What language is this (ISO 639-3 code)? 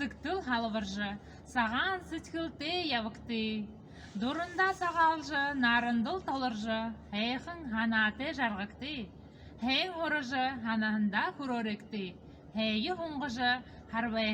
bua